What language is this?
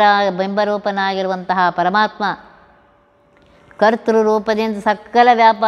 Kannada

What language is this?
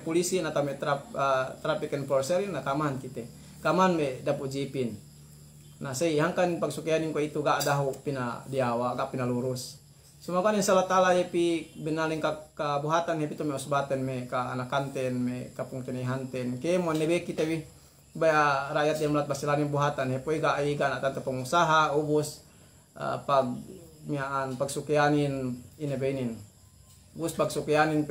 Yakan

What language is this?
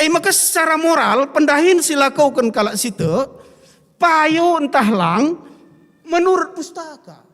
Batak Karo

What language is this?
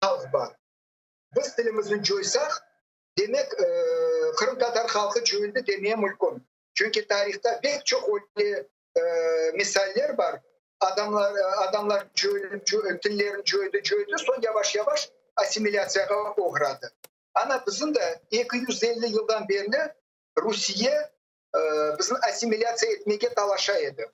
Crimean Tatar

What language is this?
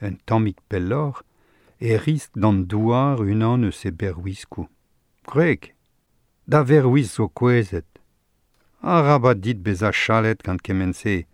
Breton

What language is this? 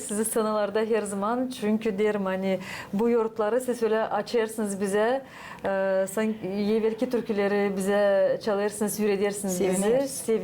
Gagauz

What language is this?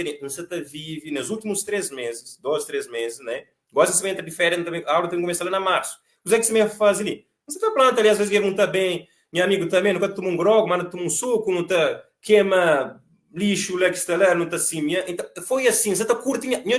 Kabuverdianu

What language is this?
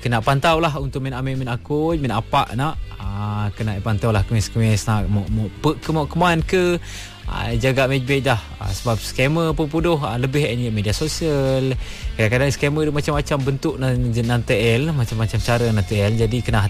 Malay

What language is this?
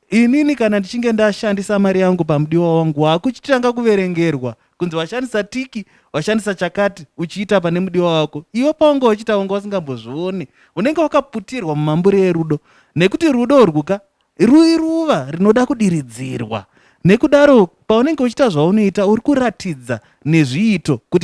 Shona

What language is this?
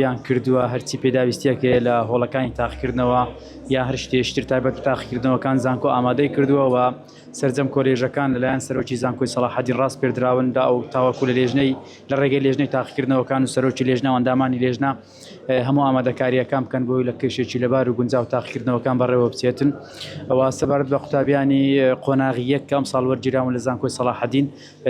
Central Kurdish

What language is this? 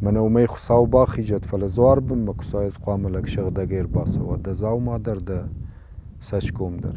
Ossetic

